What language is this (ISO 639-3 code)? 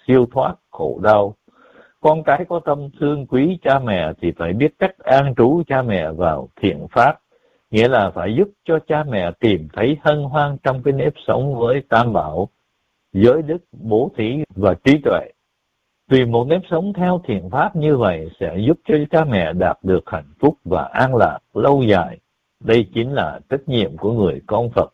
vie